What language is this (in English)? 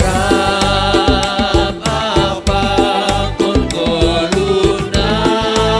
Batak Simalungun